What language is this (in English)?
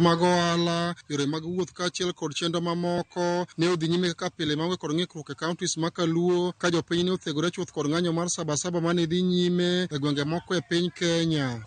Luo (Kenya and Tanzania)